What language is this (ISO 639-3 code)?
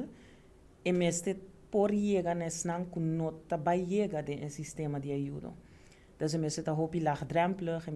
pap